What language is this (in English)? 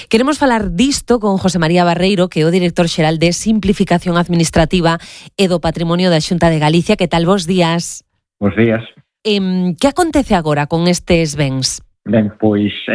Galician